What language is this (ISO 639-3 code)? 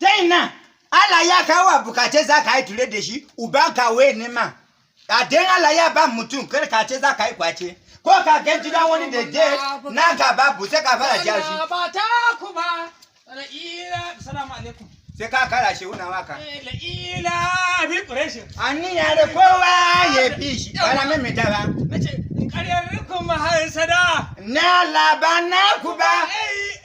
hau